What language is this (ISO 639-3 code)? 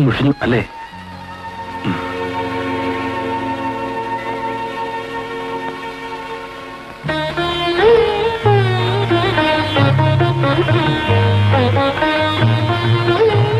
mal